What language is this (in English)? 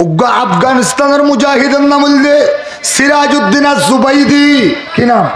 Rohingya